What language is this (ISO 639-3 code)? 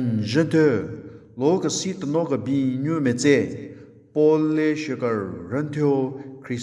nre